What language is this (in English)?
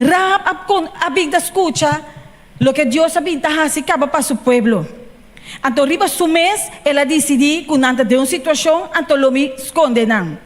Papiamento